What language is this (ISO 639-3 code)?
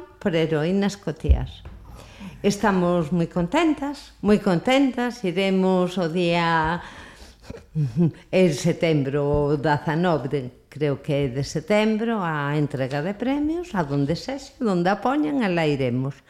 glg